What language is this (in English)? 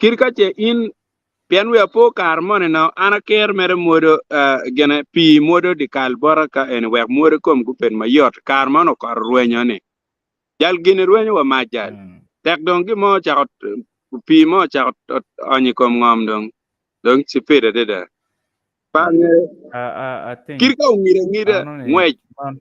Acoli